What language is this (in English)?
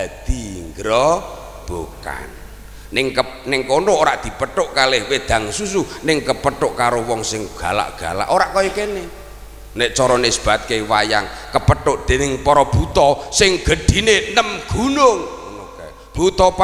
Javanese